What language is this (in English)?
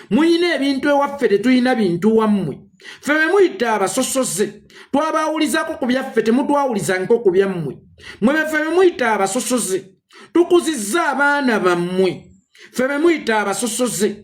Ganda